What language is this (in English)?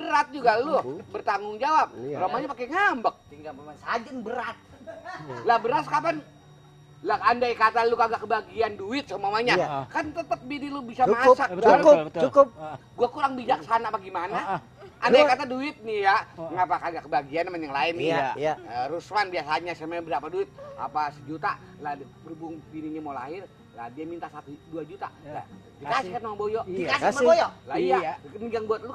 Betawi